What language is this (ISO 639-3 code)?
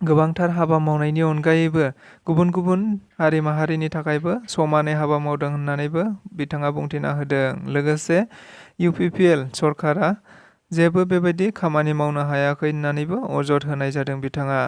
brx